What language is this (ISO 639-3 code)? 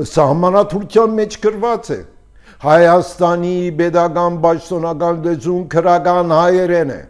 hye